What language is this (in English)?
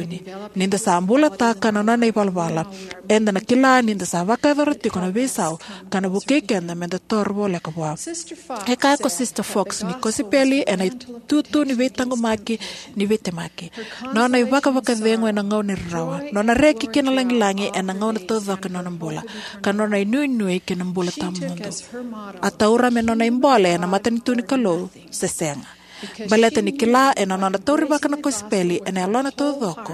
Fijian